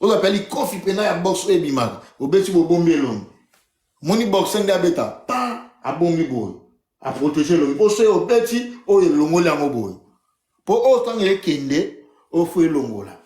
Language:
Lingala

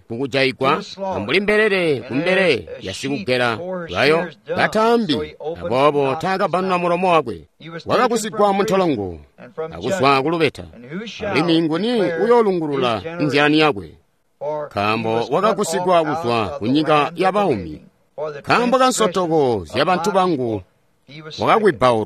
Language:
Tonga (Zambia)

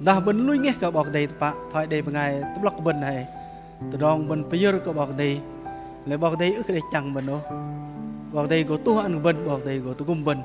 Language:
Bahnar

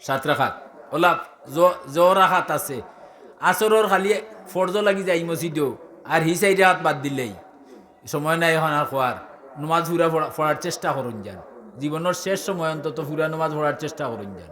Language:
Sylheti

